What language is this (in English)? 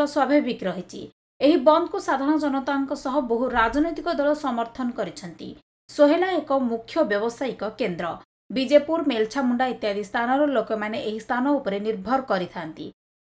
Odia